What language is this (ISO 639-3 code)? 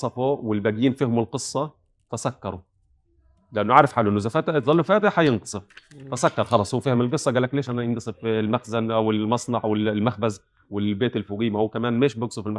apc